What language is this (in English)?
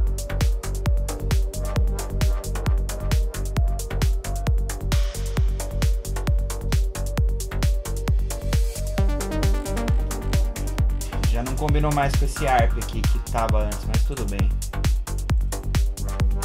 Portuguese